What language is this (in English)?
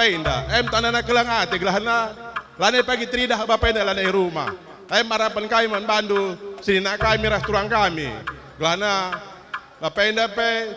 Batak Karo